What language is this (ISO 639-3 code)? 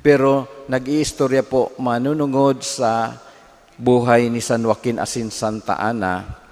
bik